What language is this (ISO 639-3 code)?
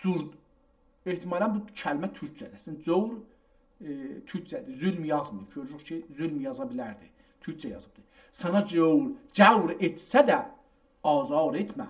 azb